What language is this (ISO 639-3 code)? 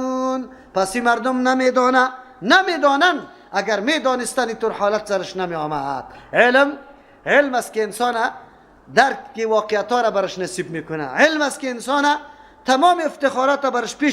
fas